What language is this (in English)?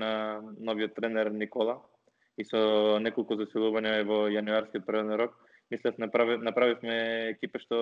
Macedonian